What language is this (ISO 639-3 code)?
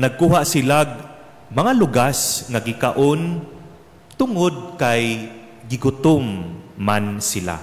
ceb